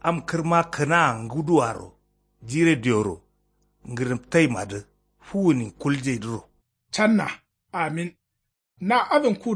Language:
Kanuri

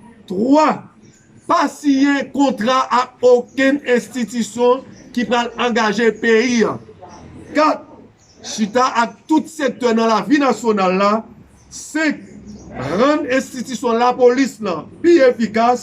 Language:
Haitian Creole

